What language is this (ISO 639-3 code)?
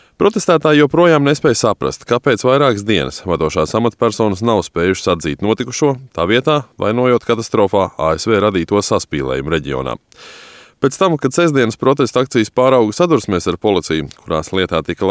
lav